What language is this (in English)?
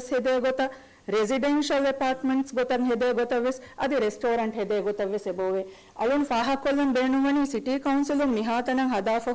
Divehi